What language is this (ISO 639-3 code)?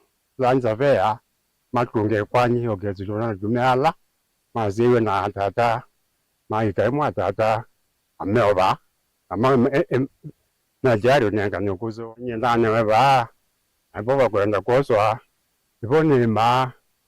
kam